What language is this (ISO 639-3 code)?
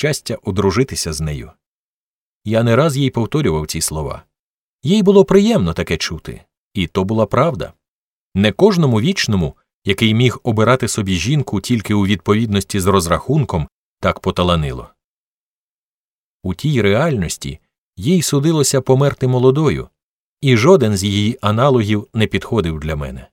ukr